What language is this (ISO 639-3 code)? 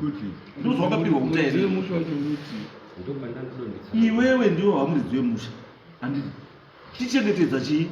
sna